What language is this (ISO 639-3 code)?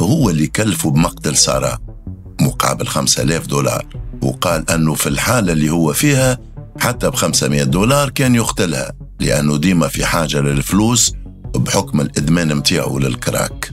aeb